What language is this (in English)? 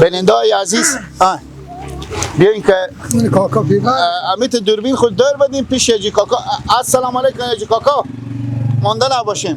Persian